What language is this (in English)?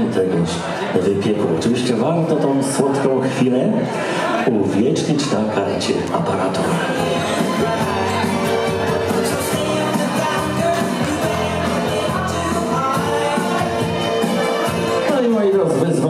Polish